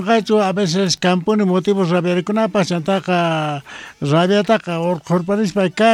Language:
South Bolivian Quechua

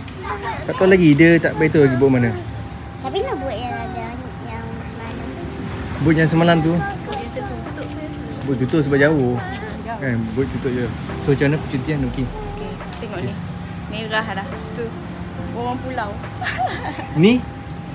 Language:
Malay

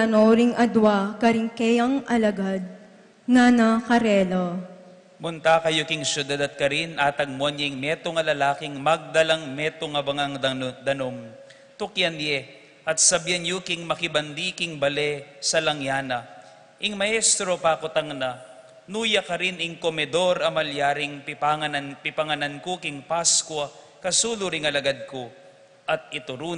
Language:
Pampanga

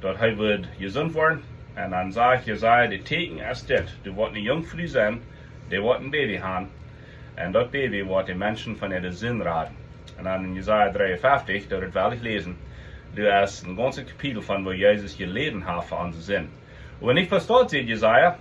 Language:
Plautdietsch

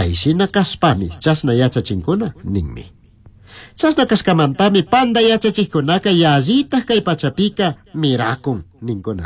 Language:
Chimborazo Highland Quichua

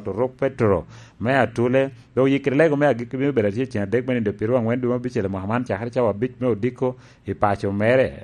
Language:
Lango (Uganda)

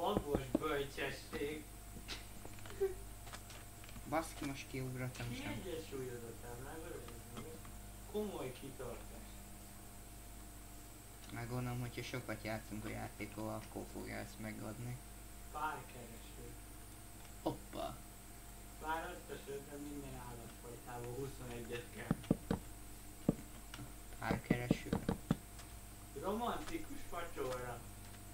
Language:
Hungarian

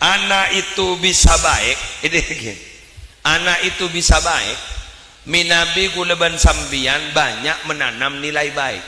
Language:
Madurese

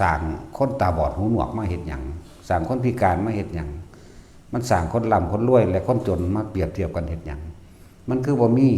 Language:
Northeastern Thai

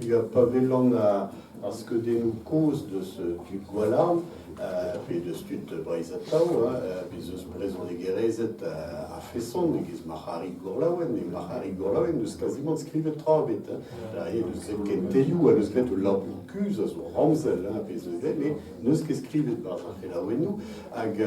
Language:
Breton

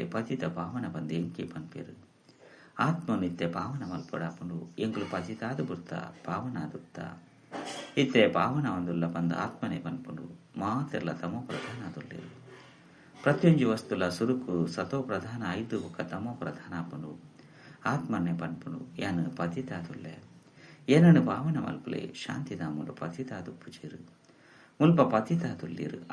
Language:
Tulu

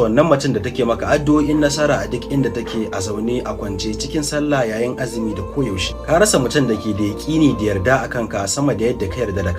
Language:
Hausa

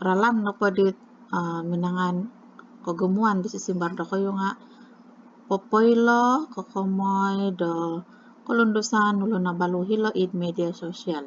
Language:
Central Dusun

